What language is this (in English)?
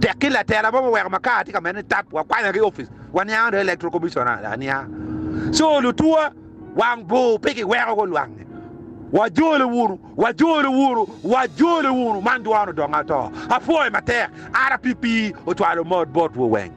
Acoli